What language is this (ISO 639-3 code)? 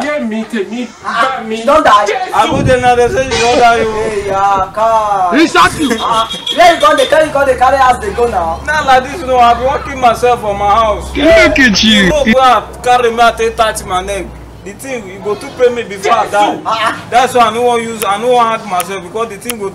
pcm